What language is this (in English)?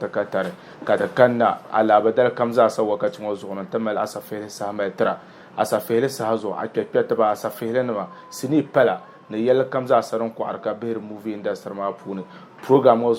Dagbani